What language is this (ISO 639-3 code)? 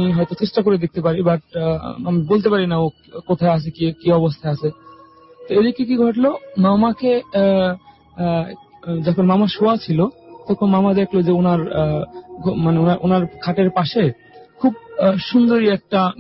ben